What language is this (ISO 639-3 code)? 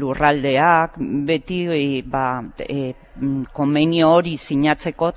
eus